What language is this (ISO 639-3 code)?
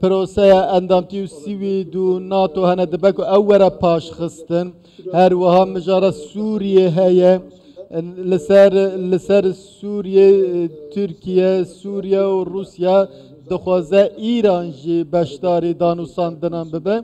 kur